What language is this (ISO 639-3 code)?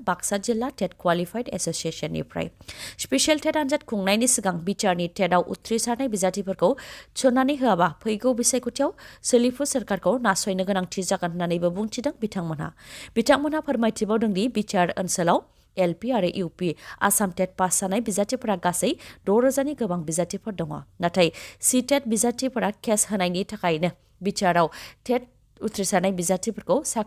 brx